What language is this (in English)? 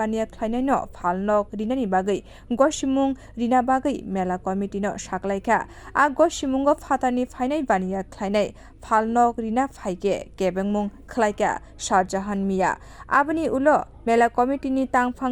Kok Borok